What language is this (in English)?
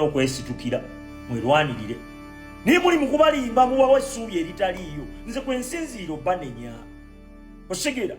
Ganda